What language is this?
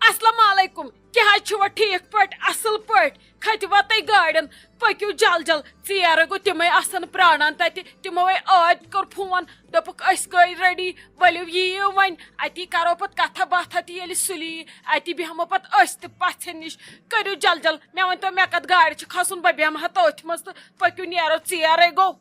Kashmiri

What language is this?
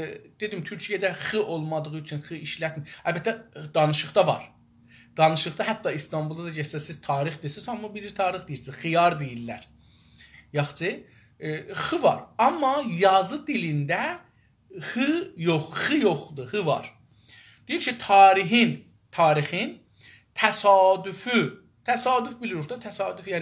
South Azerbaijani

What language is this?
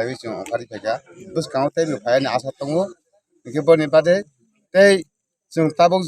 Kok Borok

